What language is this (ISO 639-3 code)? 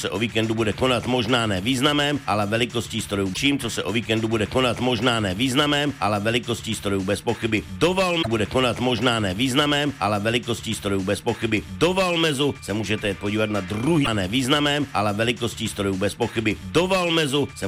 ces